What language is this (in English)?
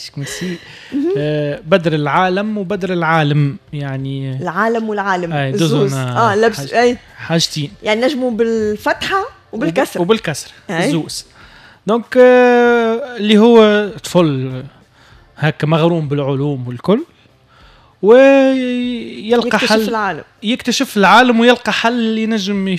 Tunisian Arabic